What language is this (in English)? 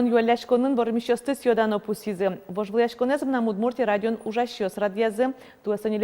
Udmurt